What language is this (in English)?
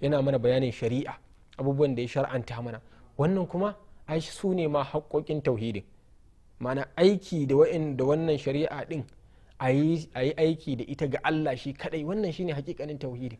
Hausa